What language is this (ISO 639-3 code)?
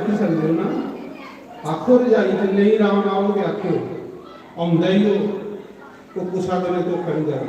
doi